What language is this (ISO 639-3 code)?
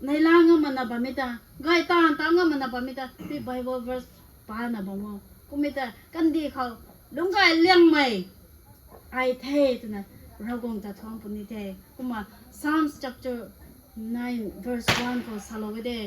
nbu